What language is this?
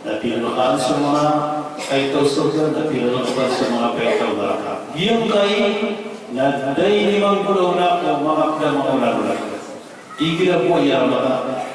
Maranao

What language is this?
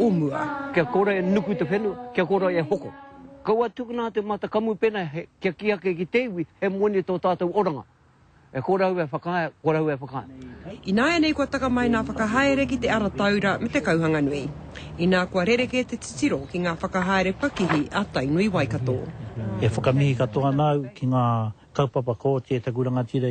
Māori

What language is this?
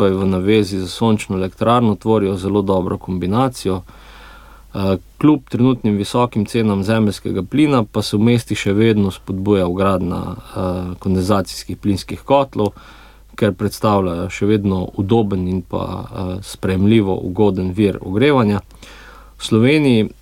Slovenian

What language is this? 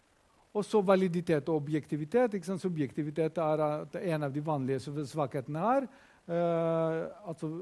Norwegian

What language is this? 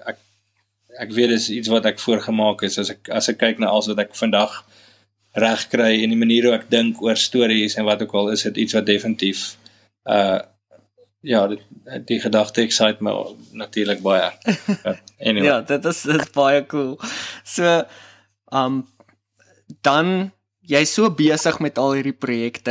Afrikaans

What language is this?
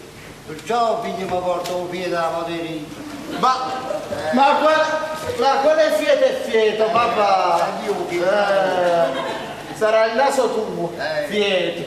Neapolitan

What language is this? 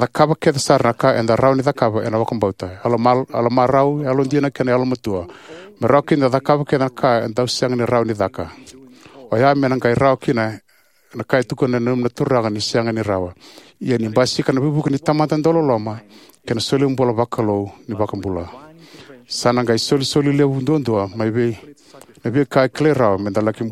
Fijian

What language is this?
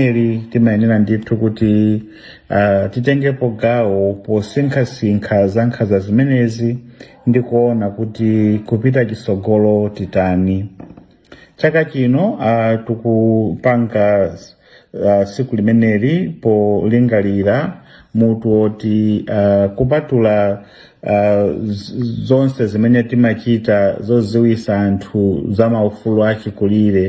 Nyanja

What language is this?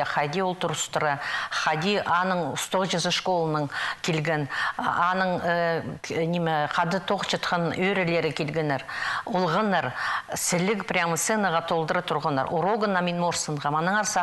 Khakas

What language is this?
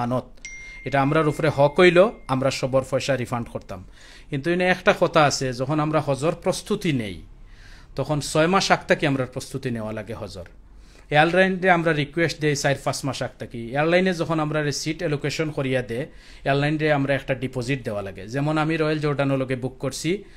Sylheti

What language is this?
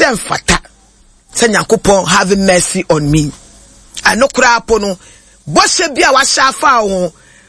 Akan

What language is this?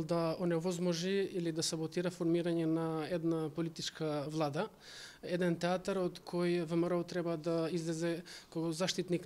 Macedonian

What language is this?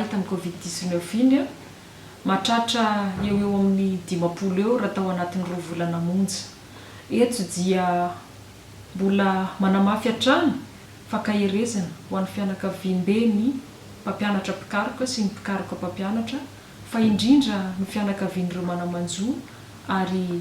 Malagasy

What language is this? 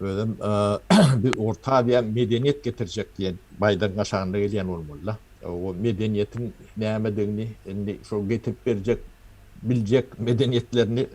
Turkmen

